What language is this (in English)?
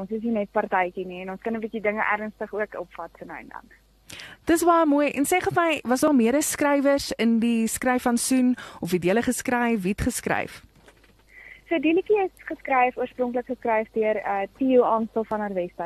Afrikaans